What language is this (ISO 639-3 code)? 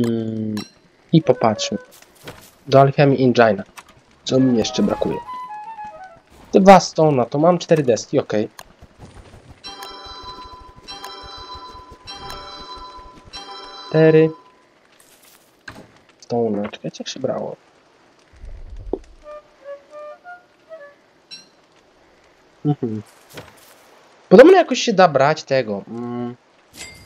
pol